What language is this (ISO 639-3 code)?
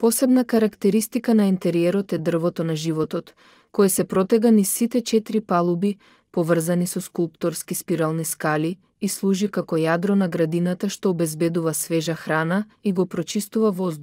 mkd